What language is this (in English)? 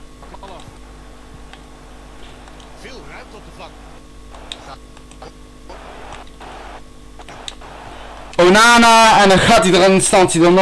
Dutch